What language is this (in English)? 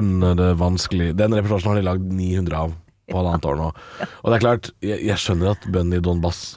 Norwegian